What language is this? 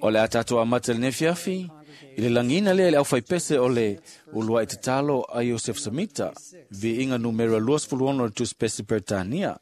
Samoan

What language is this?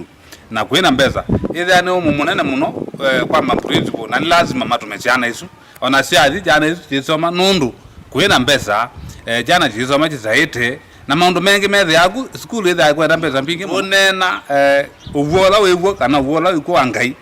Kamba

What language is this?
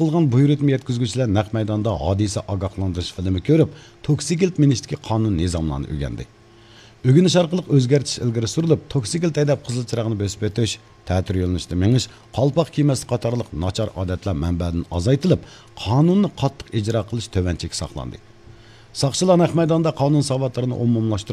Uyghur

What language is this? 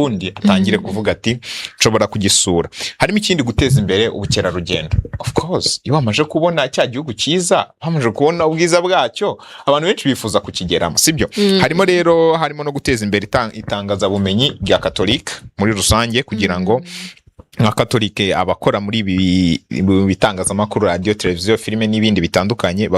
Kinyarwanda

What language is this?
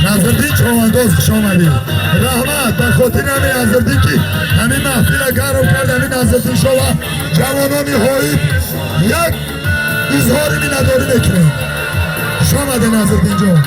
Tajik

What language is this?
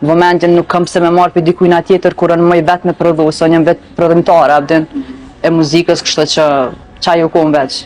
Albanian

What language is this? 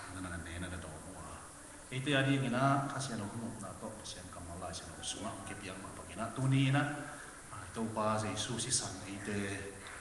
Tedim Chin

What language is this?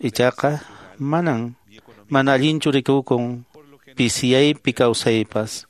Quechua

